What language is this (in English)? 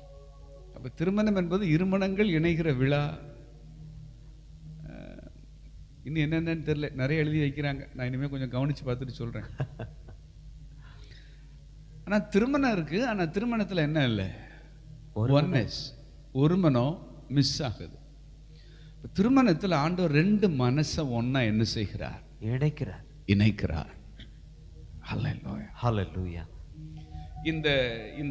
Tamil